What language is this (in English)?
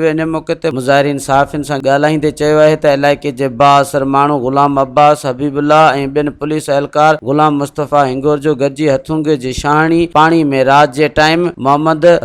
Sindhi